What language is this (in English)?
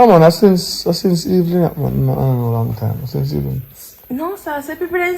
Jamaican Creole English